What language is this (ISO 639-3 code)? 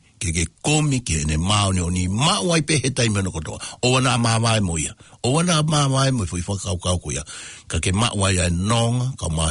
ton